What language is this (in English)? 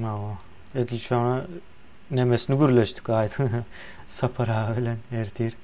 Turkmen